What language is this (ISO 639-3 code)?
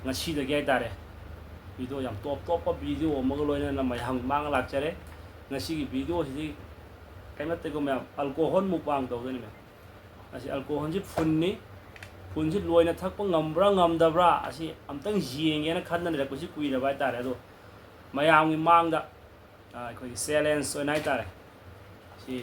mni